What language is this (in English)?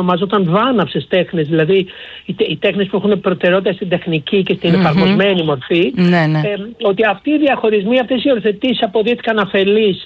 Greek